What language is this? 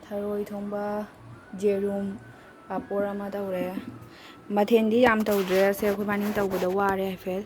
Manipuri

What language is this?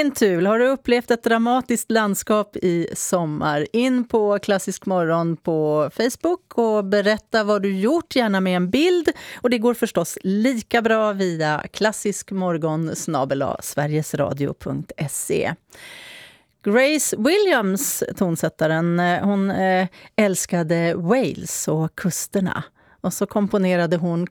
Swedish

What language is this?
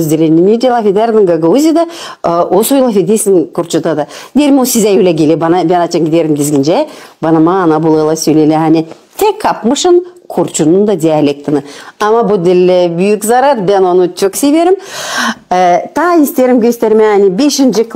Gagauz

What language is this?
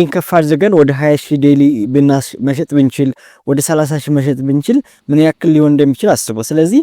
Amharic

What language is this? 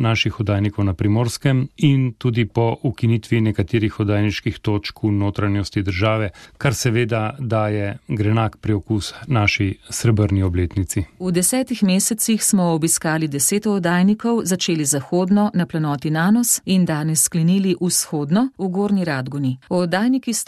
Slovenian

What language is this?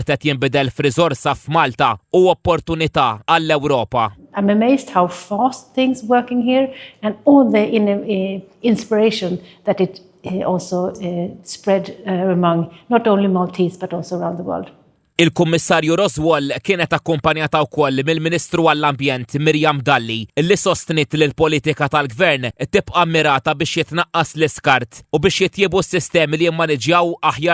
Maltese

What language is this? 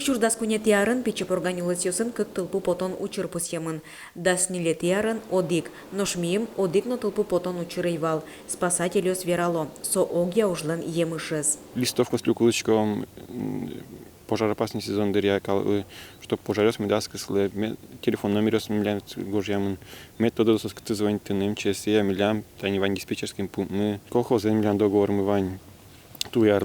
Udmurt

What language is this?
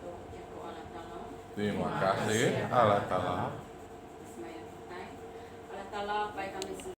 Iban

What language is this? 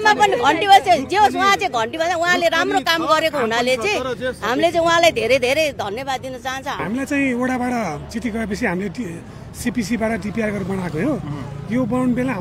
Nepali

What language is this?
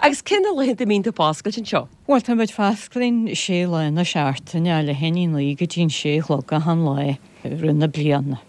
Irish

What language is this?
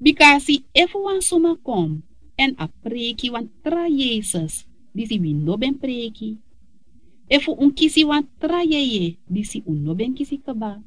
Sranan Tongo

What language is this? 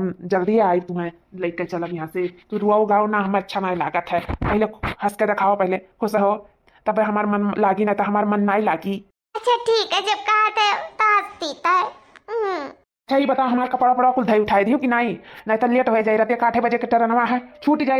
Awadhi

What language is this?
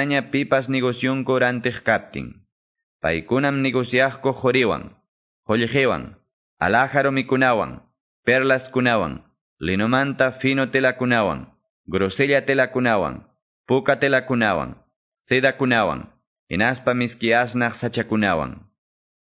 Quechua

